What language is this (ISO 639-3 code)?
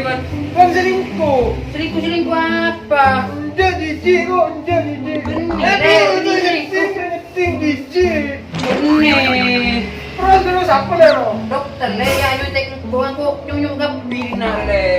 mad